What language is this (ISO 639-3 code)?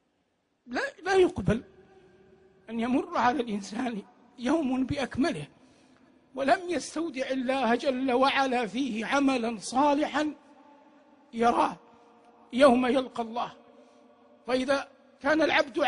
ara